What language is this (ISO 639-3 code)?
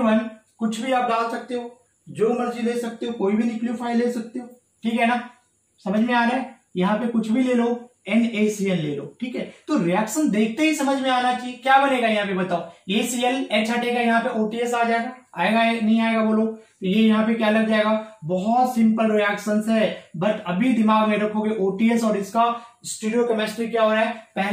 hin